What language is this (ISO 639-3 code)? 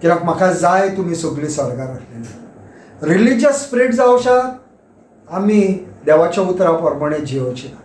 kok